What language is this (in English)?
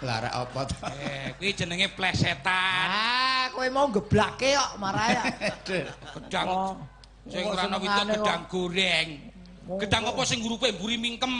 Javanese